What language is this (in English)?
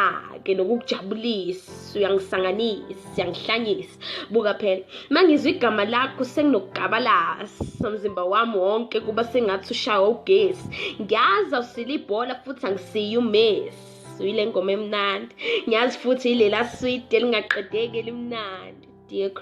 Zulu